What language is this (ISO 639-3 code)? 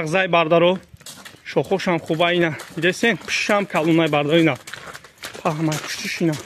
tgk